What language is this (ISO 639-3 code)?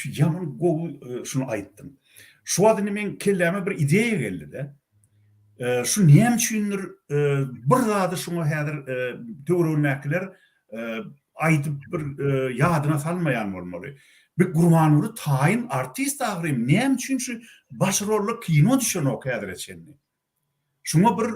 tuk